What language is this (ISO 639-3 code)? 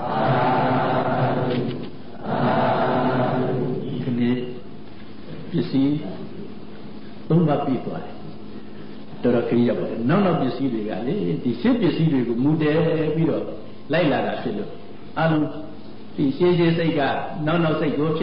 mya